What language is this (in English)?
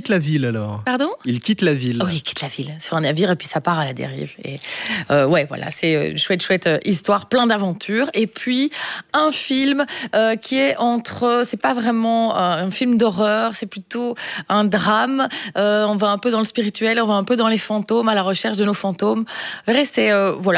French